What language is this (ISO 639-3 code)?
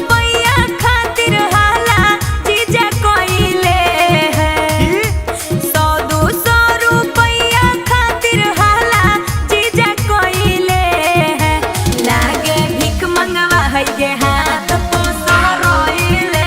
mag